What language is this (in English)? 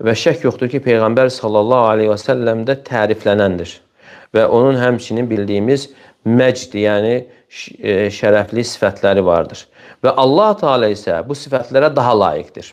Azerbaijani